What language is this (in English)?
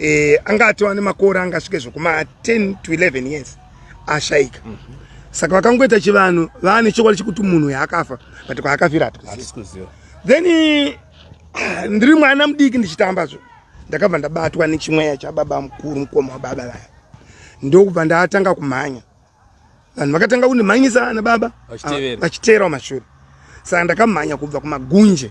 Shona